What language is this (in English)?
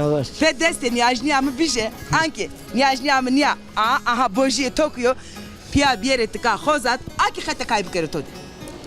Zaza